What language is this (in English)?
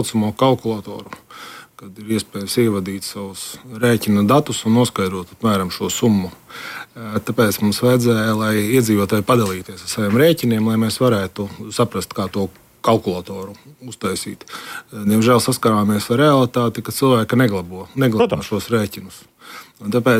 Latvian